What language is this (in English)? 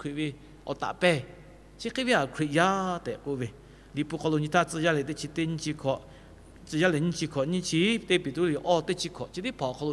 Lahu